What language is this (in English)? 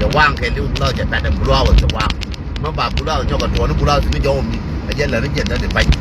Nuer